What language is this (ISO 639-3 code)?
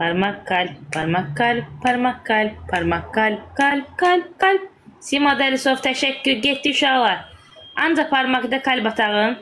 aze